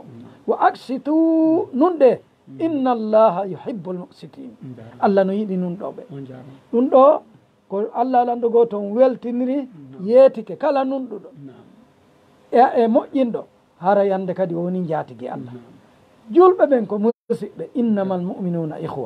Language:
Fula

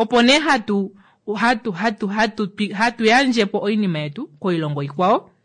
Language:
Kuanyama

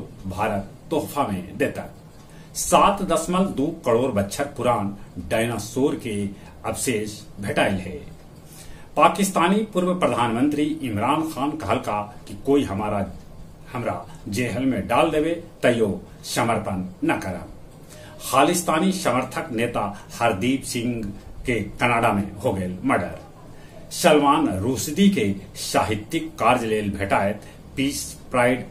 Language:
Magahi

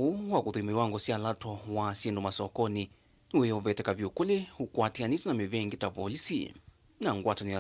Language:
Kamba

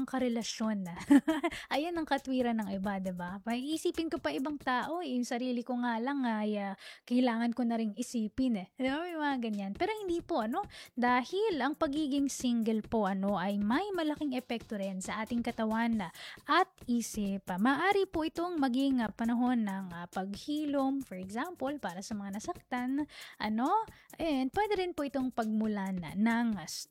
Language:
Filipino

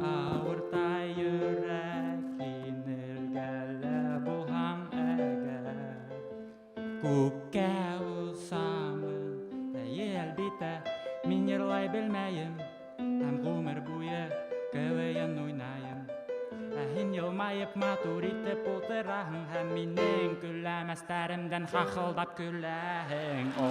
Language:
Bashkir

